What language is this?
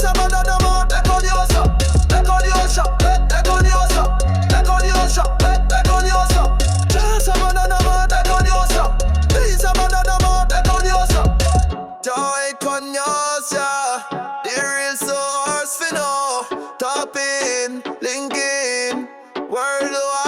Jamaican Creole English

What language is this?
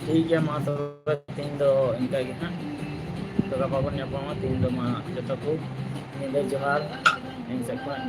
Santali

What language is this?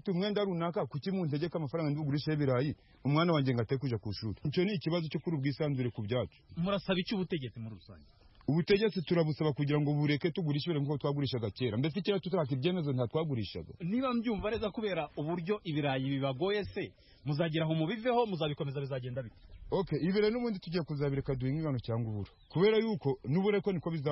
Kinyarwanda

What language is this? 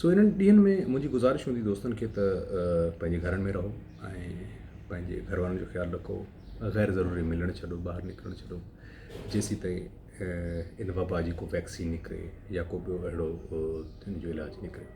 Sindhi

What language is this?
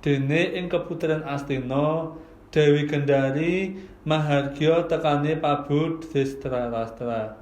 Javanese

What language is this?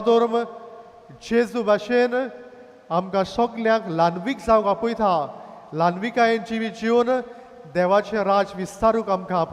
Konkani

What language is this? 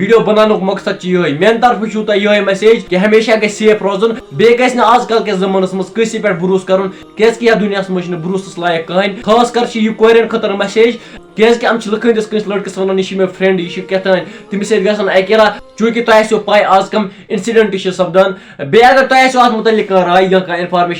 Kashmiri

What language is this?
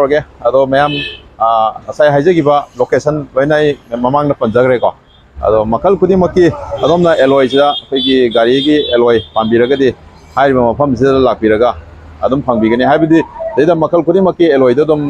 Manipuri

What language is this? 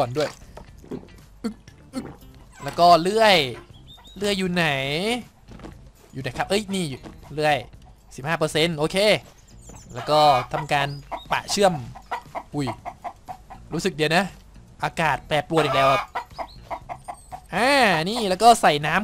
Thai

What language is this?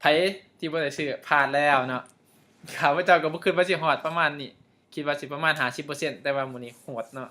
Lao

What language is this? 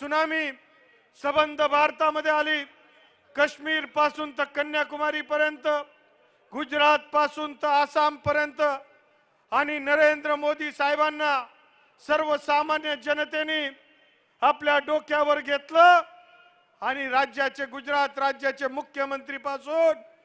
Marathi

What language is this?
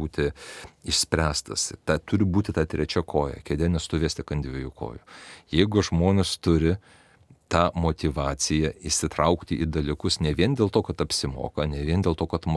Lithuanian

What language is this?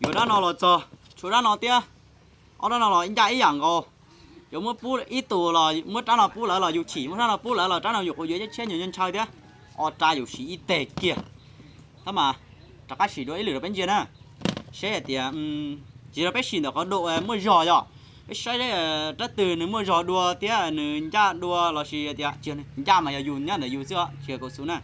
Hmong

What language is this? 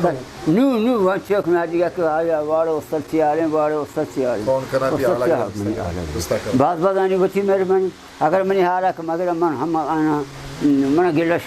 Baluchi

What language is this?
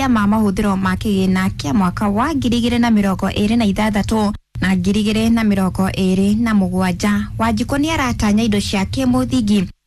Kikuyu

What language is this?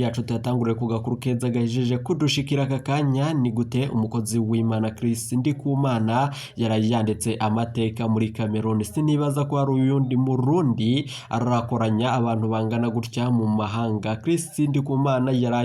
Rundi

